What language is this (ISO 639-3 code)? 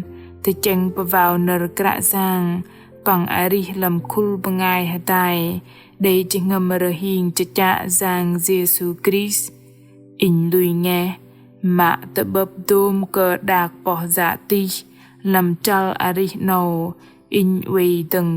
bdq